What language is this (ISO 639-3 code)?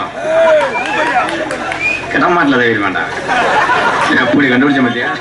tam